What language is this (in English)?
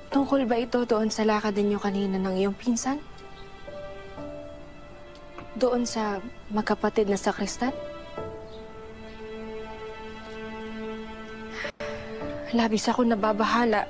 Filipino